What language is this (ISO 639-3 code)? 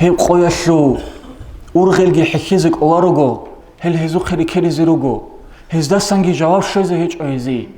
ava